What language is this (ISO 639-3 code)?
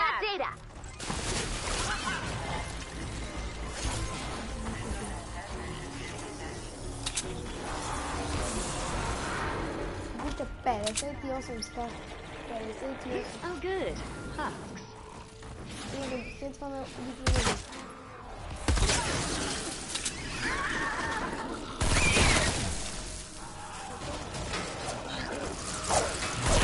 bul